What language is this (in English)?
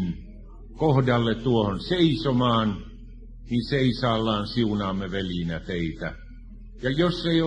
Finnish